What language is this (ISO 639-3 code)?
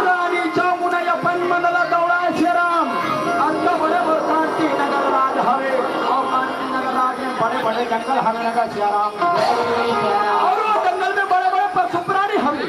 hne